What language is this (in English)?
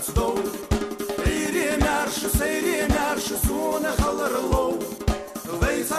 Ingush